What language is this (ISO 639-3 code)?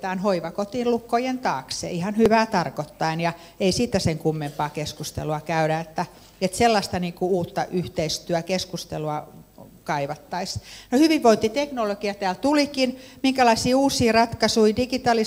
fin